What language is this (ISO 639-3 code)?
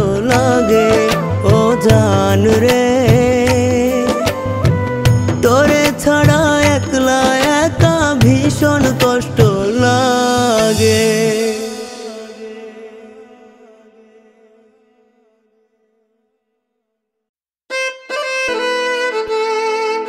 ben